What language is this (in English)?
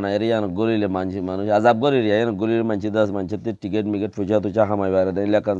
Rohingya